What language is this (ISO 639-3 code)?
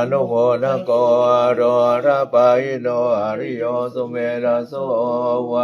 pli